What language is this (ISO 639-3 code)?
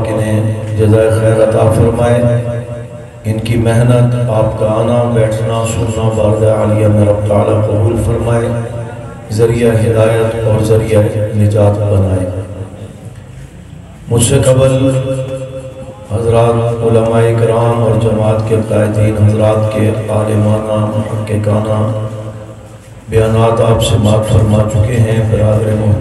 urd